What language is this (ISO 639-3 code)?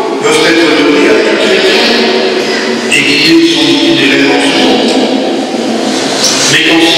fra